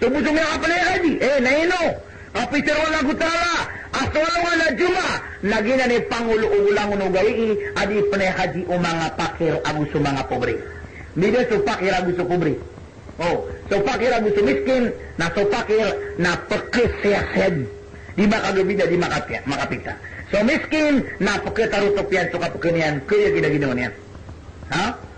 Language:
Maranao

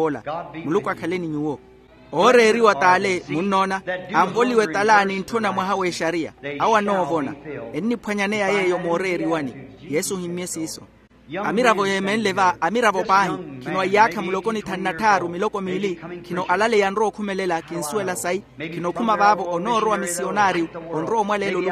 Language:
Makhuwa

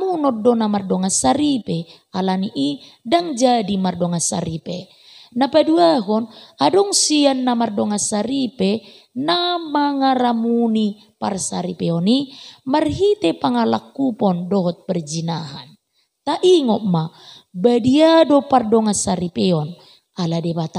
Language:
Batak Toba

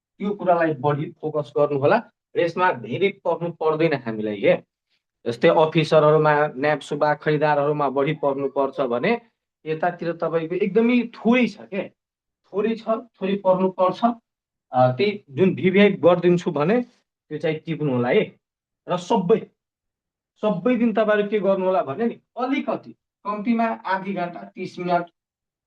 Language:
Nepali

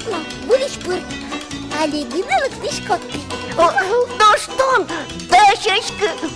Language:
Udmurt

